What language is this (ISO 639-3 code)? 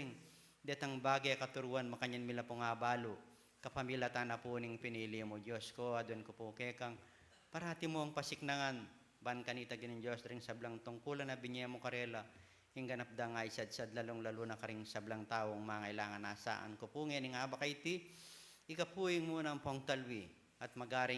pam